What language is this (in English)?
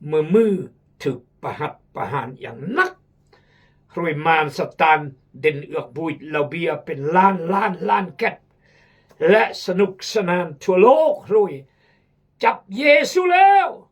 Khmu